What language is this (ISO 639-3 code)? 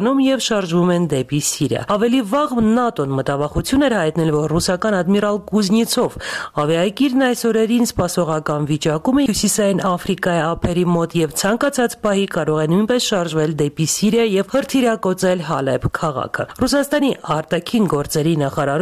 hye